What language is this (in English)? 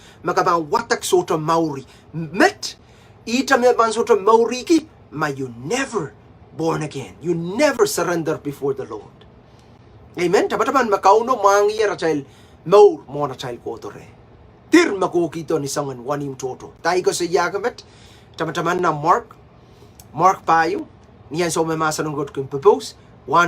Pohnpeian